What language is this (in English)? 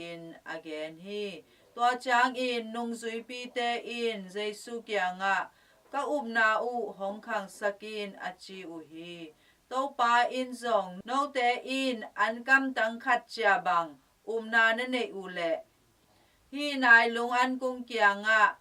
Tedim Chin